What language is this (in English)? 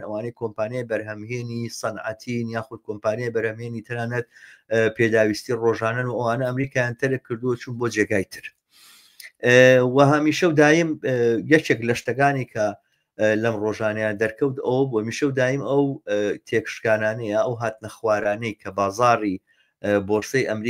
Central Kurdish